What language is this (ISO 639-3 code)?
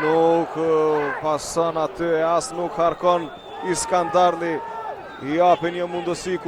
sqi